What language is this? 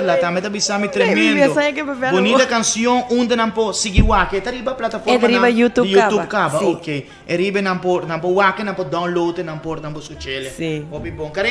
Papiamento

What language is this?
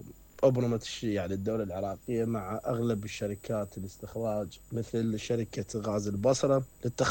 Mesopotamian Arabic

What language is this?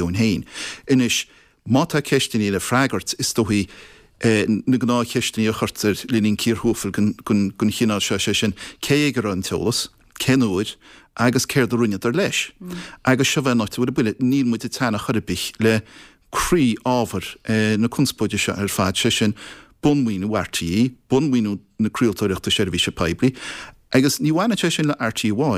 Irish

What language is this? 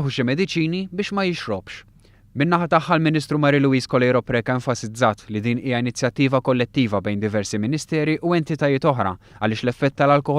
Maltese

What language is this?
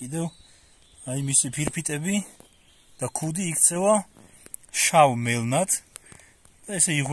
Georgian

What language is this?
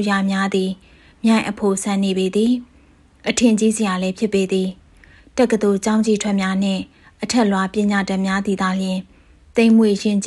Burmese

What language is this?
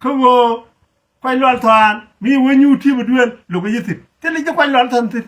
Nuer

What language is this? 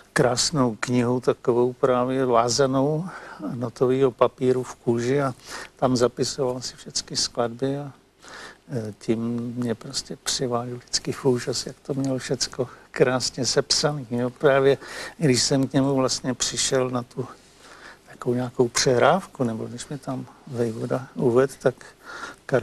Czech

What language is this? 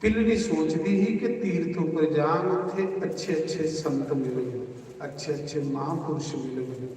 Dogri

